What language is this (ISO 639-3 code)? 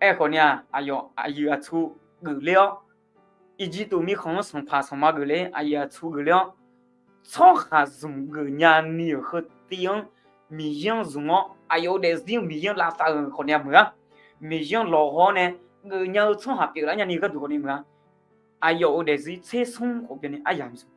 ahk